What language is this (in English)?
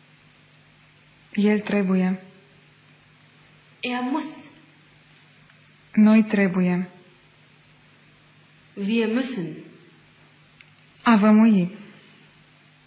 Romanian